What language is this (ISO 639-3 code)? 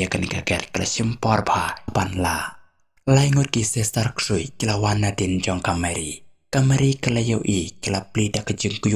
kha